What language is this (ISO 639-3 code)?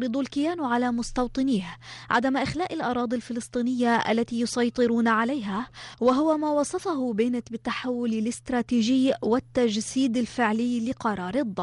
ara